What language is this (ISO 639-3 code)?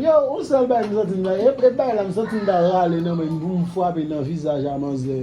hat